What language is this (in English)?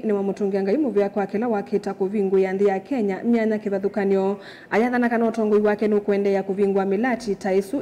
Kamba